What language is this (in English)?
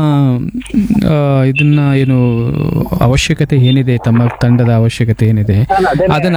Kannada